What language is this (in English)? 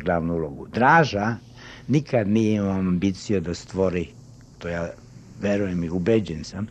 Serbian